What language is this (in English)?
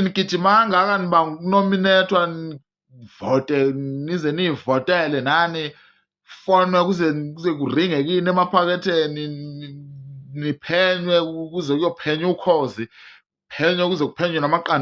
Zulu